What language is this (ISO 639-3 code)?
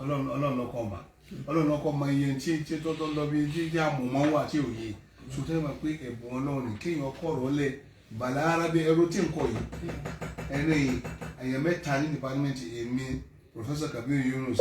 yor